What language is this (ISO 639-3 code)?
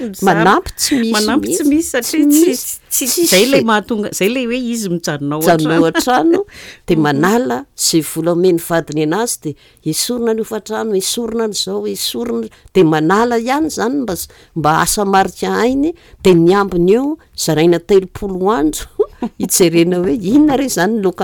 mlg